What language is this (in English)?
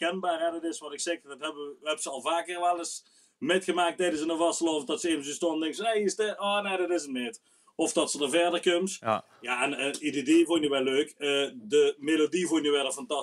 Limburgish